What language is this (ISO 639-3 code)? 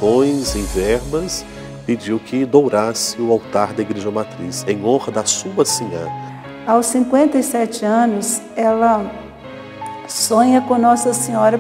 por